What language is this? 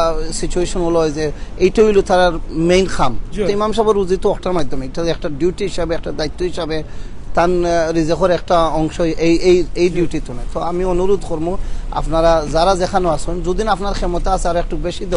Sylheti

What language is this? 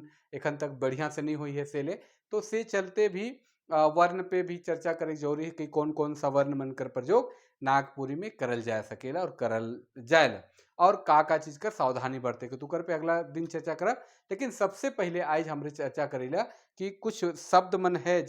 Sadri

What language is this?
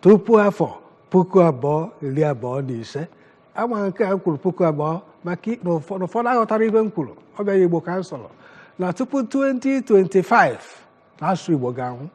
Igbo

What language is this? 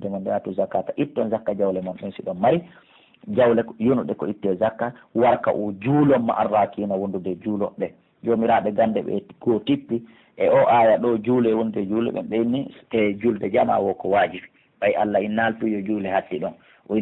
Pular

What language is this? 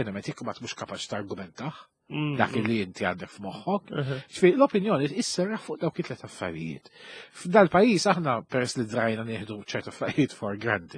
Maltese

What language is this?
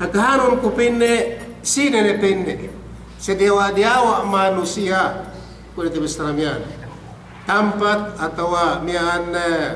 Yakan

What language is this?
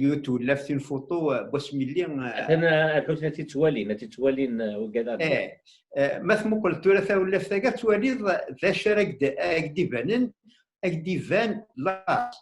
Kabyle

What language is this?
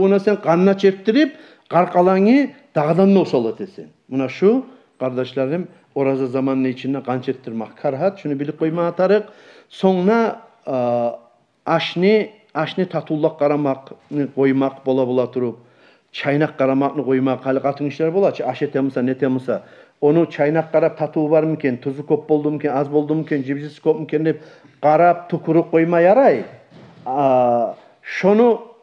Kumyk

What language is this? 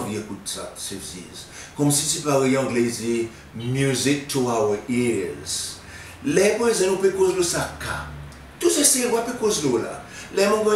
Seselwa Creole French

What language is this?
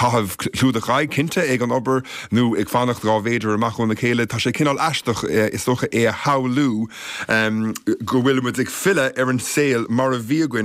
Irish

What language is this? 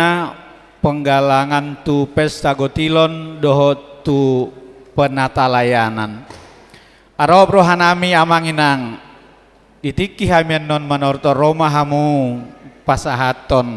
Batak Toba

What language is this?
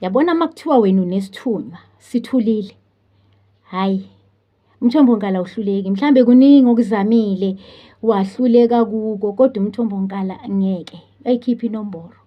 Zulu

